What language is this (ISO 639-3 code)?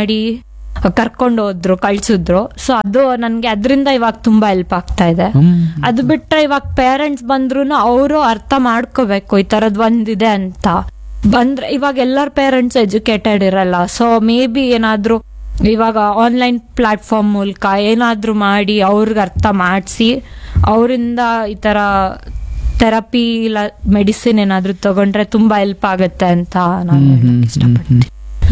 kan